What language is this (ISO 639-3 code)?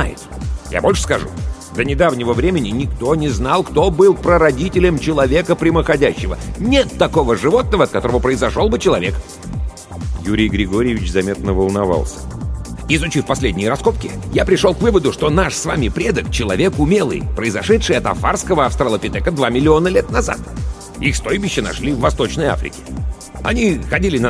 rus